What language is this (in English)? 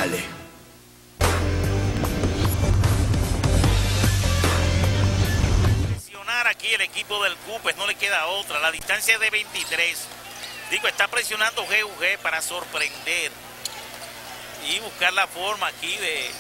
Spanish